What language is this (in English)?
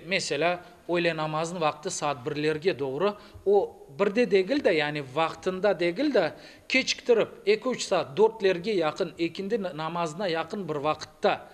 Crimean Tatar